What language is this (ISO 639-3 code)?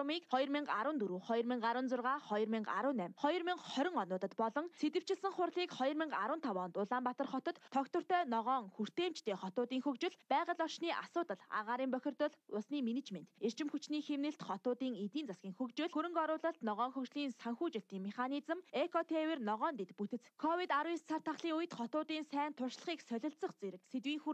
mon